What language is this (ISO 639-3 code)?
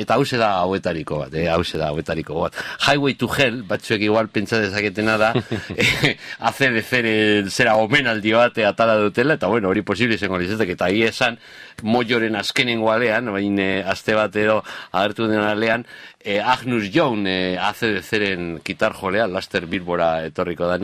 eus